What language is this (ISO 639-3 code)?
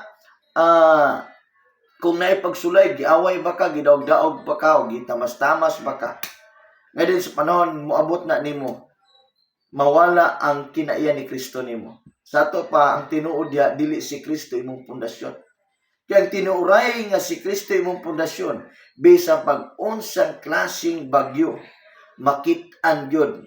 ceb